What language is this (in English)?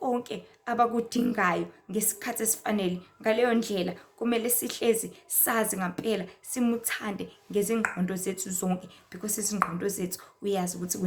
Zulu